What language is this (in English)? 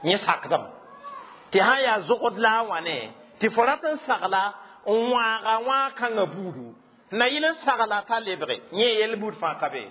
Mossi